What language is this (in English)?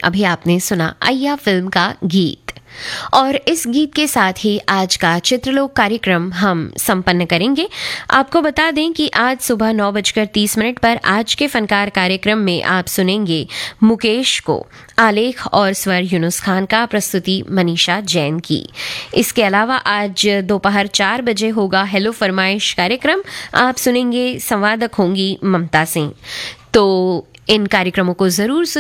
Hindi